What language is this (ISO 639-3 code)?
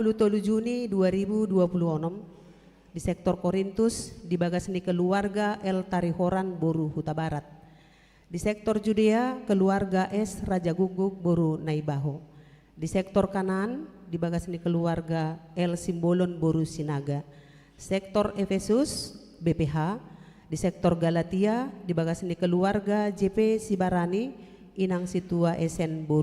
bbc